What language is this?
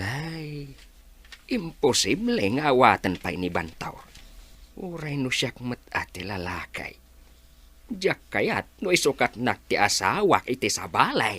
Iloko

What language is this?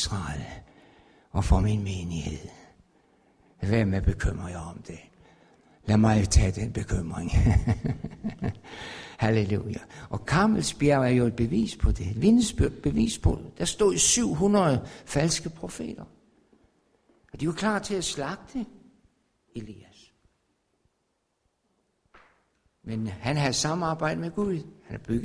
Danish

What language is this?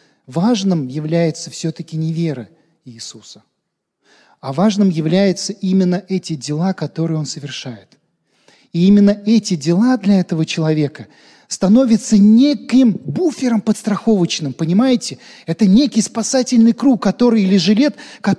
Russian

